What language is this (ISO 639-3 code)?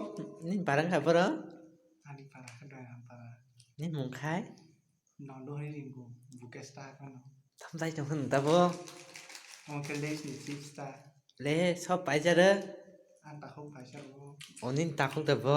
trp